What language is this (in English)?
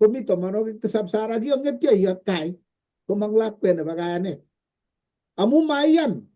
Kalenjin